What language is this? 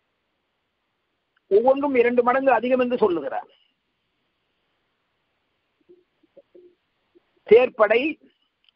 Tamil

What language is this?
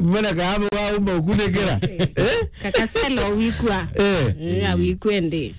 Meru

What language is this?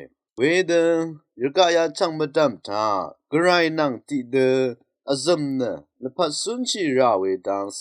Rawang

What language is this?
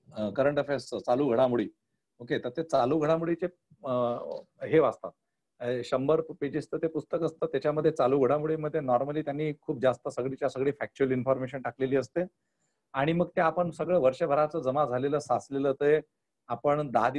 Marathi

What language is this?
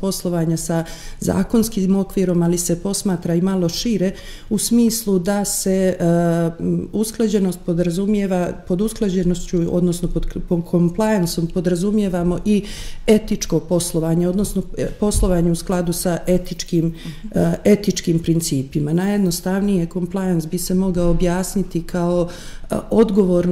Bosnian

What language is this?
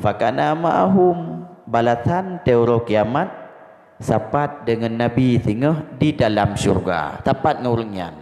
Achinese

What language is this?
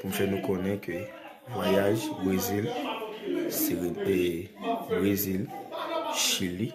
Haitian Creole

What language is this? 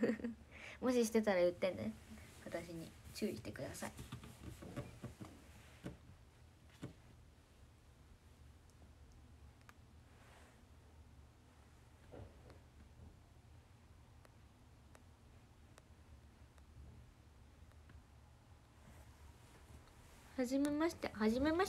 Japanese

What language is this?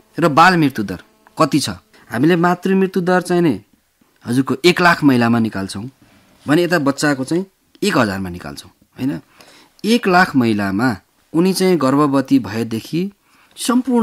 Nepali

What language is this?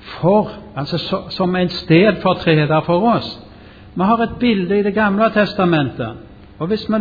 Norwegian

